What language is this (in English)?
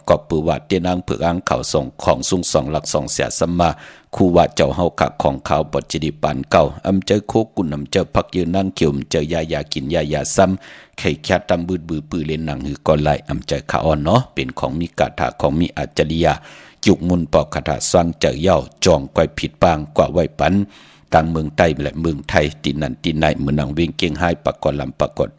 Shan